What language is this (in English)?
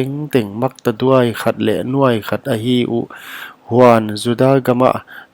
Paite Chin